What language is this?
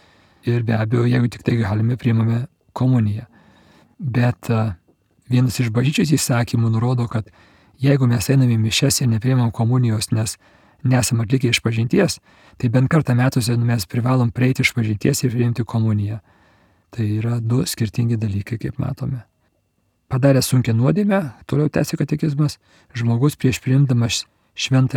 Lithuanian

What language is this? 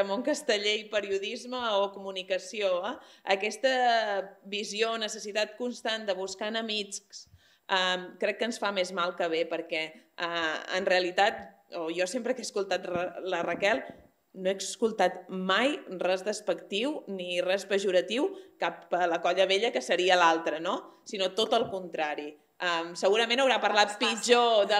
Catalan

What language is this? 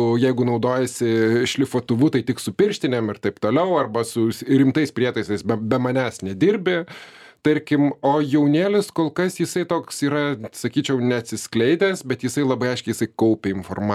Lithuanian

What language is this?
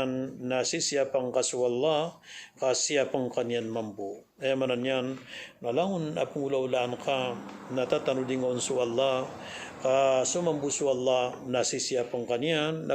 Maranao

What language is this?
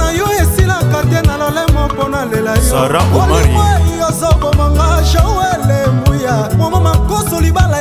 Lingala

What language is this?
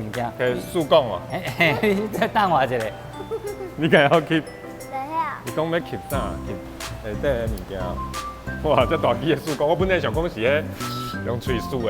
Min Nan Chinese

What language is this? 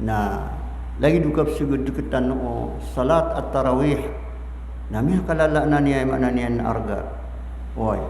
Maranao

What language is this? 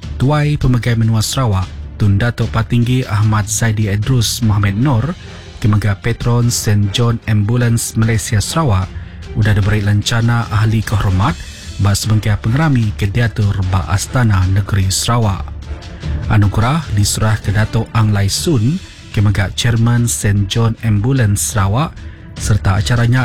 Iban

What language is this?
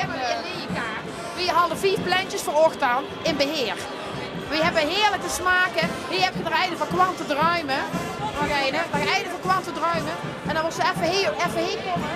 Limburgish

